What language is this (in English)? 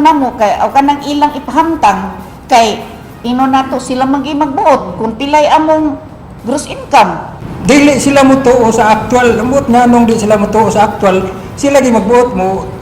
Cebuano